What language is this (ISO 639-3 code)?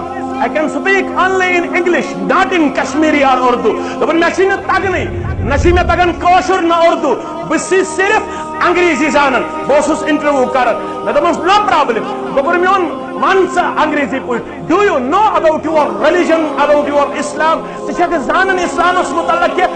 kas